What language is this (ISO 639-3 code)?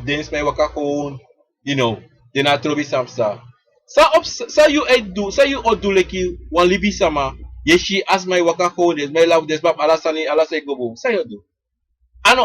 srn